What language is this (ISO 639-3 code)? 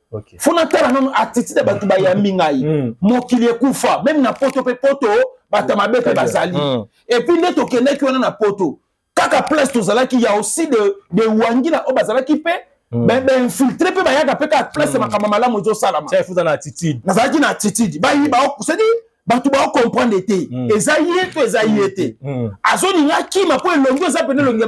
lin